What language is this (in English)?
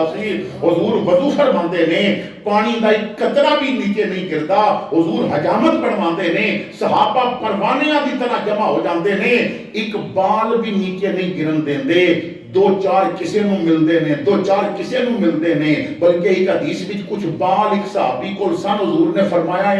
Western Panjabi